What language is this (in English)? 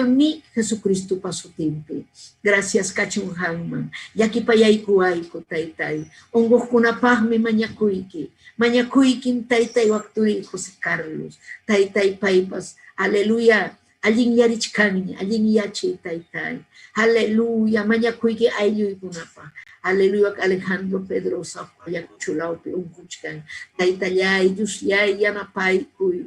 Ayacucho Quechua